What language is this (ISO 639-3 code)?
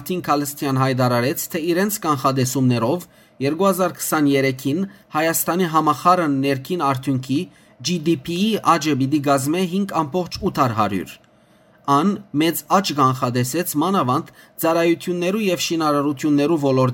hyw